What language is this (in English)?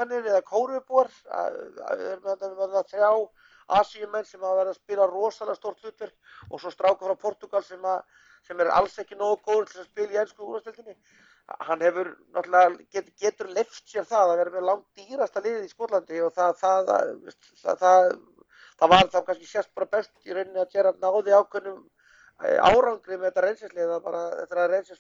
Icelandic